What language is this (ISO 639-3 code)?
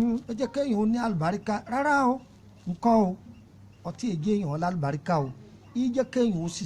yor